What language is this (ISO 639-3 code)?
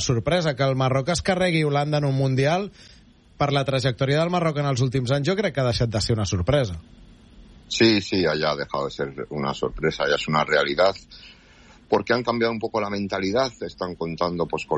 cat